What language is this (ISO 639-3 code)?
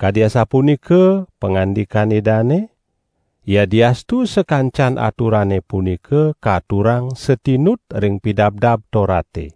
ban